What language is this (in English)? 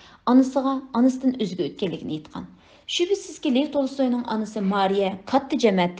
Uyghur